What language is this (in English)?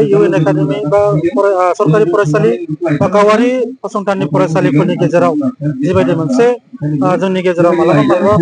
Bodo